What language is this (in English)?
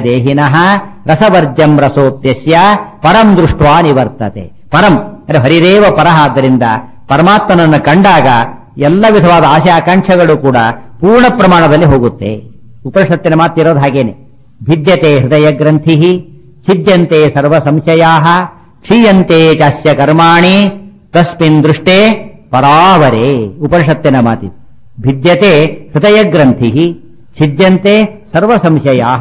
Kannada